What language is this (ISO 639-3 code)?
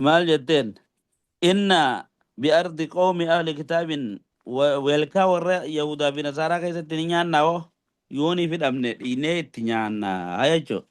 orm